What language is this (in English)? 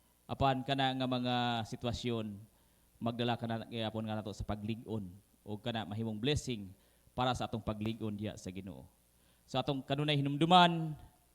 Cebuano